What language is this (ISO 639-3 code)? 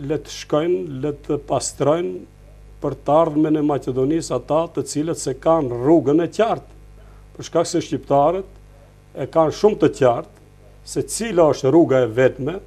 sqi